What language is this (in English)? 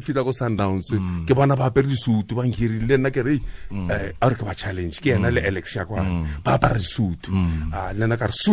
Tswana